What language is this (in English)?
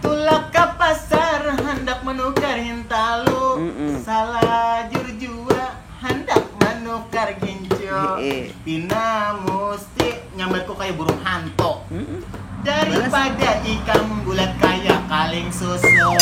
Banjar